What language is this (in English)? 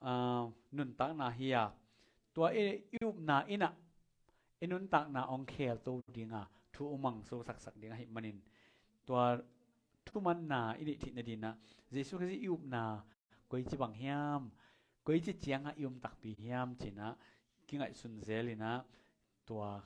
Tedim Chin